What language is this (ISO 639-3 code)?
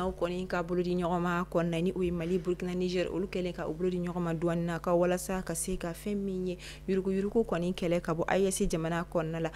bam